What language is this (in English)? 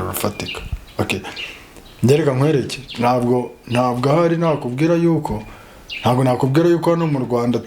Kinyarwanda